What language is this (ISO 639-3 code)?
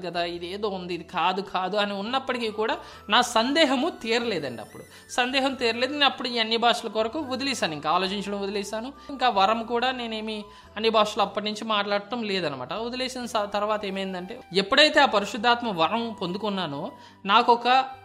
tel